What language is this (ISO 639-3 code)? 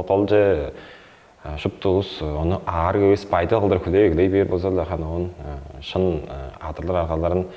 tyv